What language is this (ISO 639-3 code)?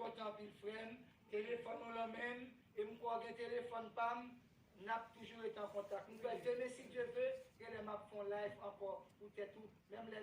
hat